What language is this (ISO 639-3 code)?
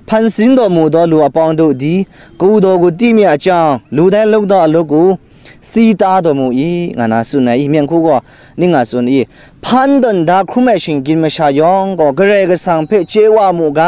kac